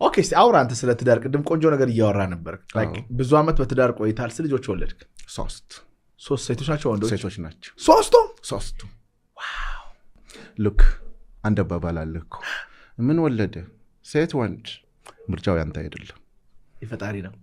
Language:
Amharic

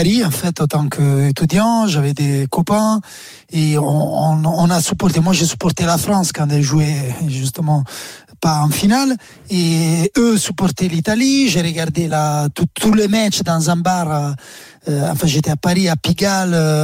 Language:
French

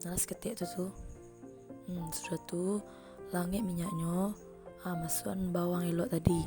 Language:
Minangkabau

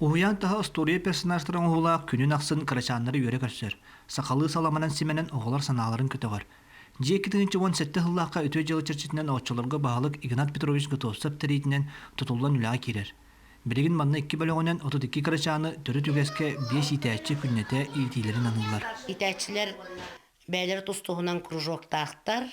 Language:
Yakut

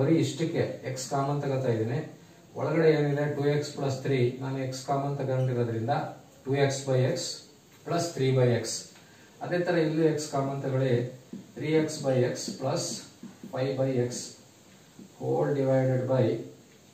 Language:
Kannada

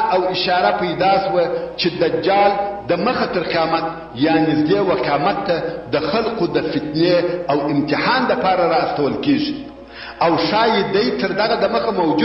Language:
Pashto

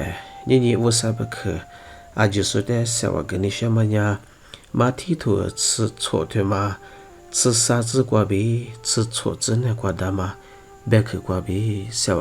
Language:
Lisu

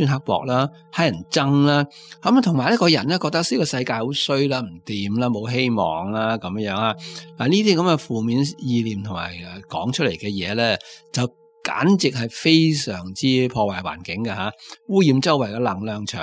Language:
Cantonese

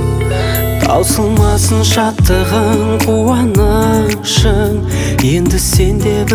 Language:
Kazakh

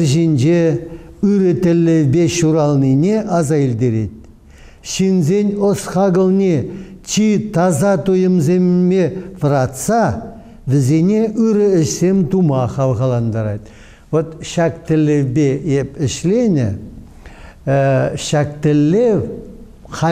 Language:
Chuvash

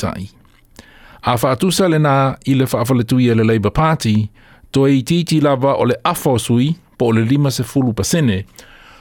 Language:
Samoan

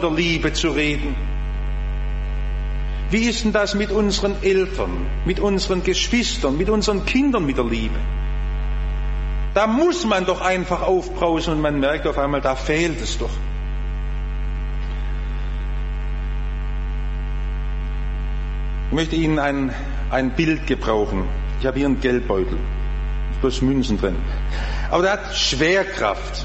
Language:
German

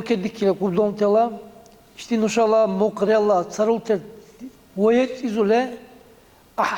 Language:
Dargwa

